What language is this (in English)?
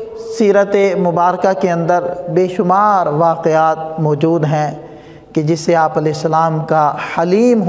Urdu